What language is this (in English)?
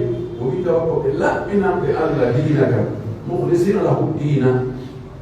Pular